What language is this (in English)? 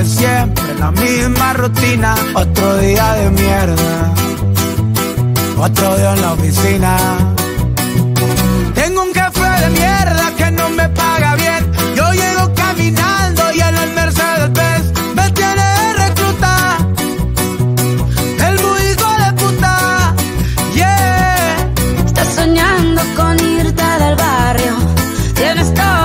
Spanish